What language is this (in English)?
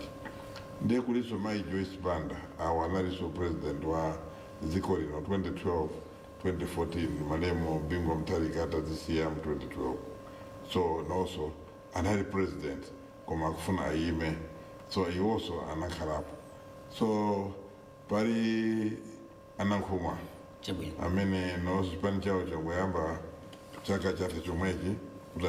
Nyanja